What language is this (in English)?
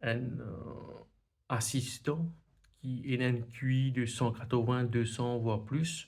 Morisyen